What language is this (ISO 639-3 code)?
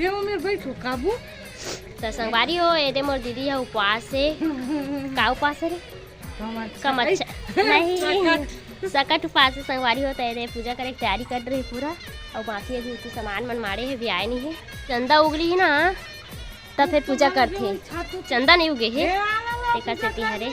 hne